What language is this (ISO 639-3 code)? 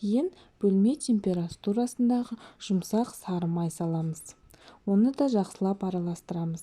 kaz